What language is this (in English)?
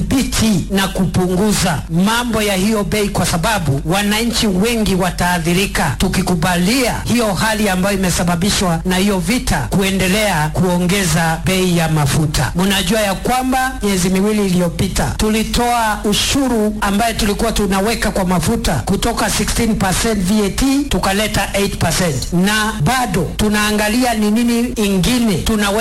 Swahili